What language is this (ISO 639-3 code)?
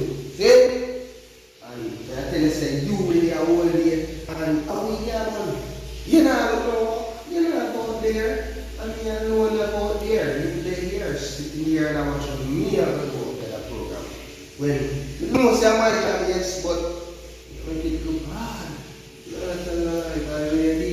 jam